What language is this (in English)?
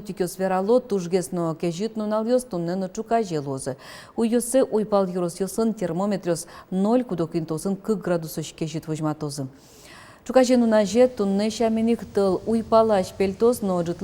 Udmurt